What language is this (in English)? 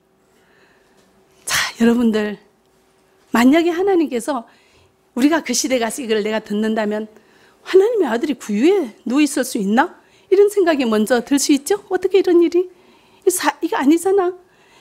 Korean